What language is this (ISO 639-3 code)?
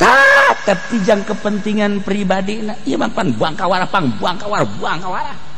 sun